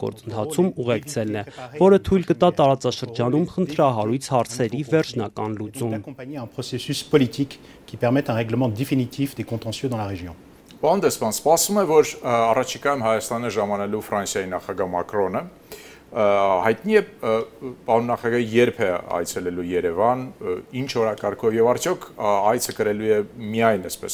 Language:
Armenian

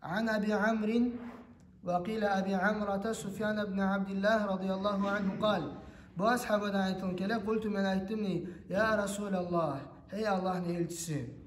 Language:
Kumyk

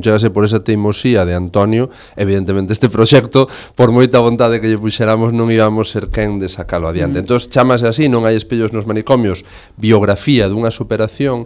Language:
Galician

